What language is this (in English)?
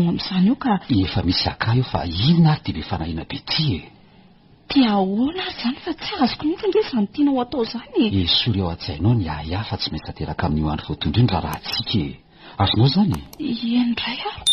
Malagasy